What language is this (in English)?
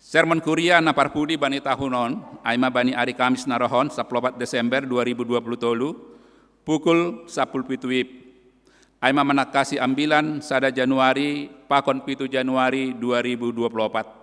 Batak Simalungun